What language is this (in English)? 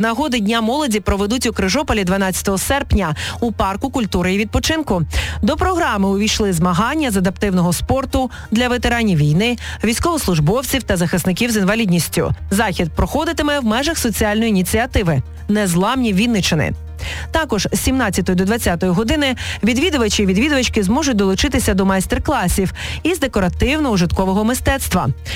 Ukrainian